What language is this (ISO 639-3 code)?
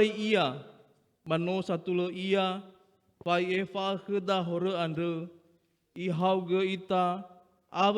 nia